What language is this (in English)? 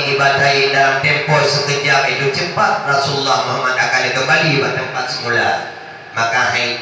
Achinese